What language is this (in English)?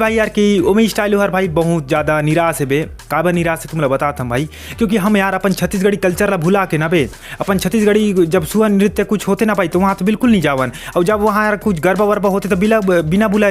Chhattisgarhi